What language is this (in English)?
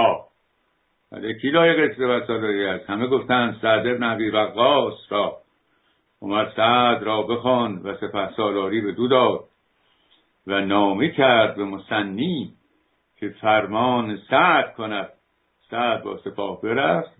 Persian